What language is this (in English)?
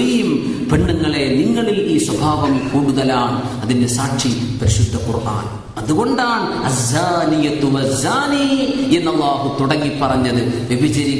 Malayalam